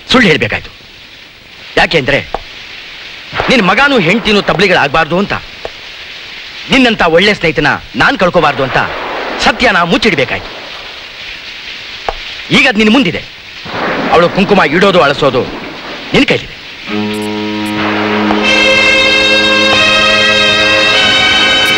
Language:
Kannada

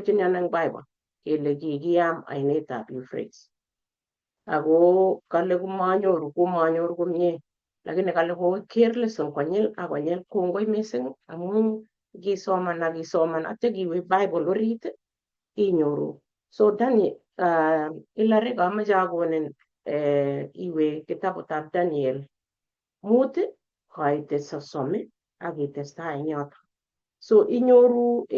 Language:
Kalenjin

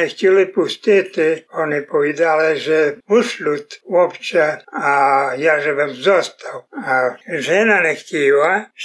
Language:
Rusyn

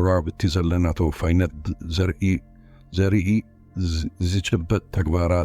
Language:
Tigrinya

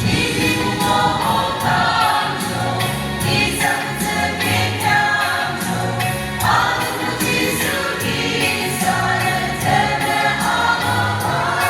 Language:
Yimchungru Naga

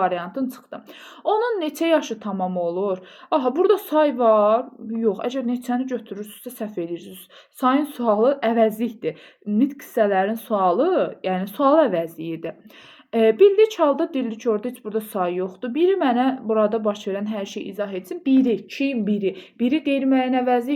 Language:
Azerbaijani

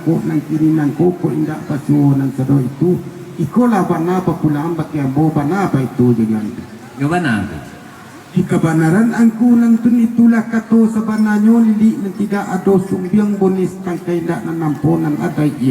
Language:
Minangkabau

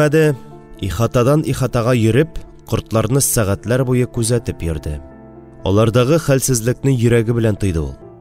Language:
Tatar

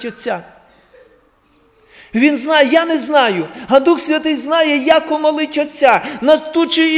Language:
Ukrainian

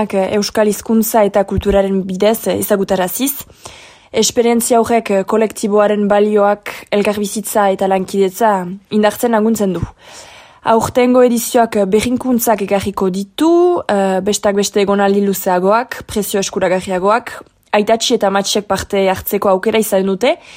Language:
Basque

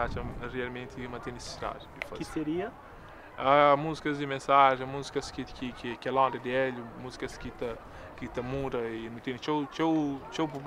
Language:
Kabuverdianu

